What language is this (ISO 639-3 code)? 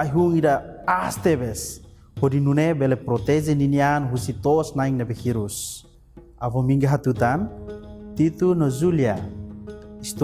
tet